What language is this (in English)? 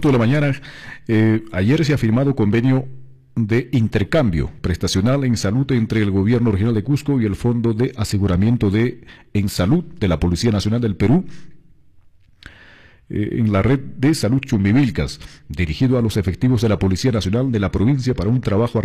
Spanish